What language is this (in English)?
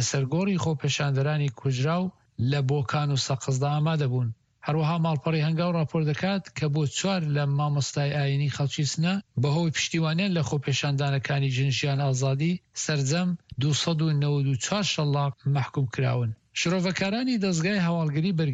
Central Kurdish